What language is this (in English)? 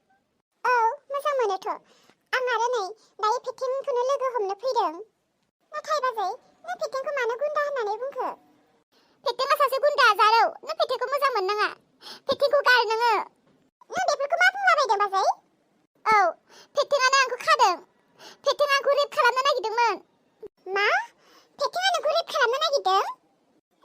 Bodo